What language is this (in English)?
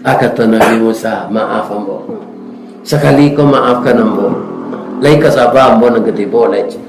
Minangkabau